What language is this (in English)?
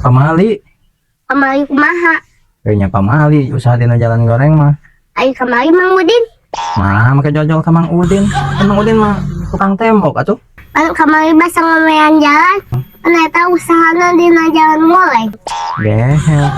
Sundanese